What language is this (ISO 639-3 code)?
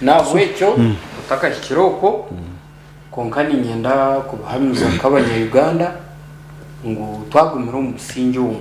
nyn